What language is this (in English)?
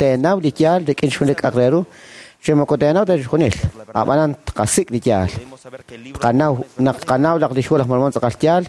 Kekchí